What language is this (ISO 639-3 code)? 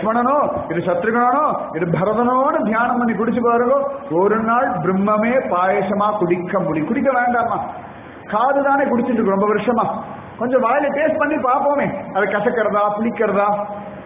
tam